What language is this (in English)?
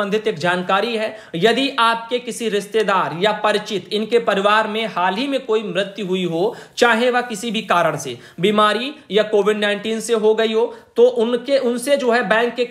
Hindi